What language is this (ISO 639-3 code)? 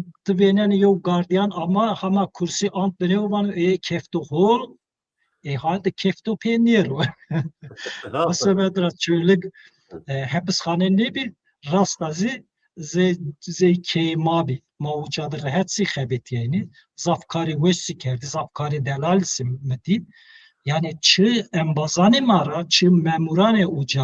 zza